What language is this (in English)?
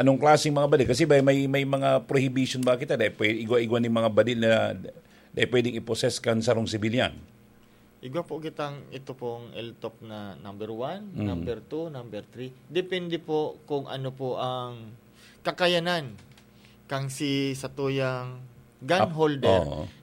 Bikol